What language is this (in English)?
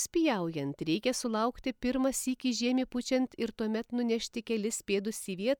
Lithuanian